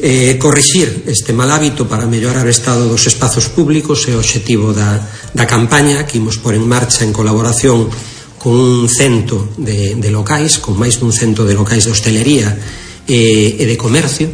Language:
Galician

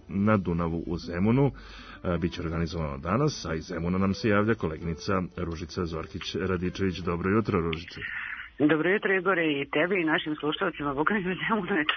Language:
Serbian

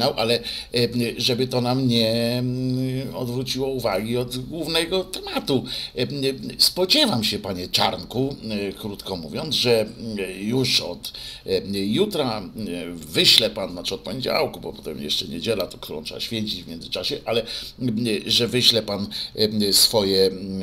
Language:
Polish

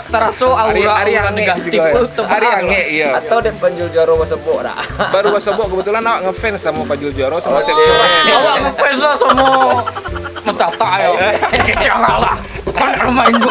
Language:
Minangkabau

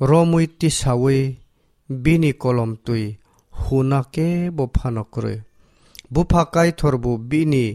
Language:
Kok Borok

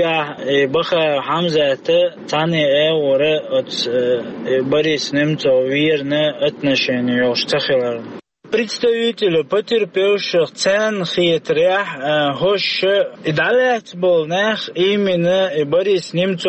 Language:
Chechen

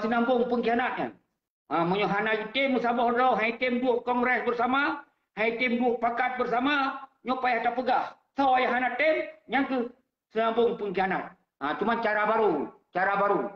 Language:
Achinese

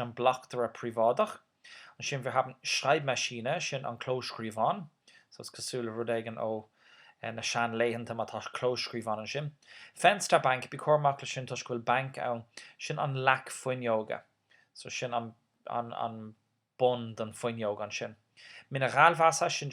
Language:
Irish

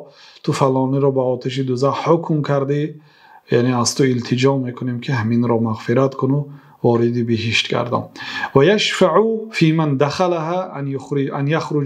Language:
Persian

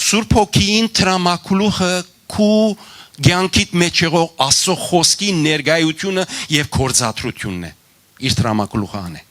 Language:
Western Armenian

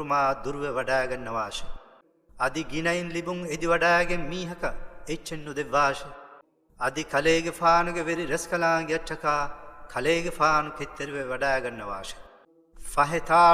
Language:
Divehi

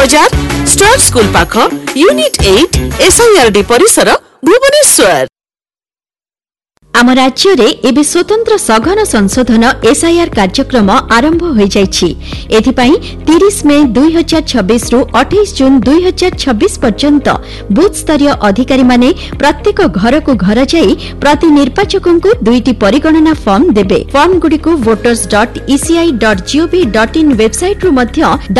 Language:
Odia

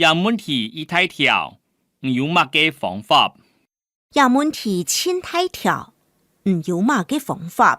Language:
Hakka Chinese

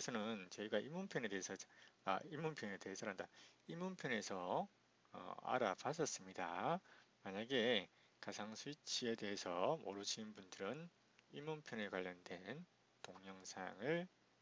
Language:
Korean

